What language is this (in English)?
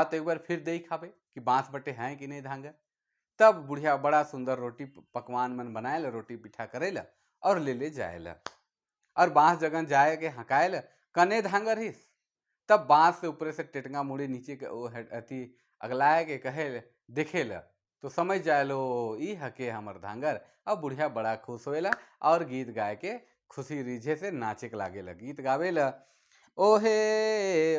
Sadri